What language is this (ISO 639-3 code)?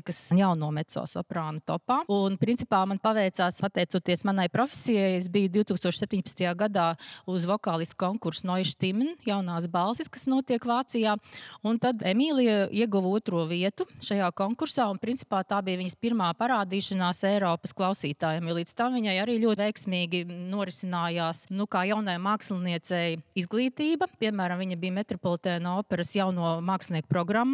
lav